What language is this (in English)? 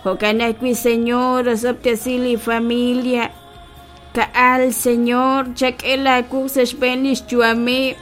Kekchí